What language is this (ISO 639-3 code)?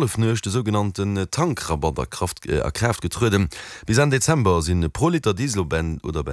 ltz